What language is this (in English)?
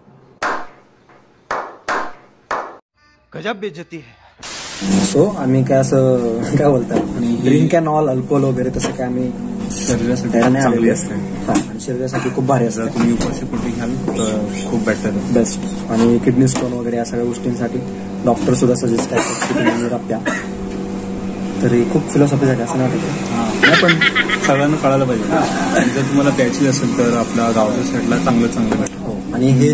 Marathi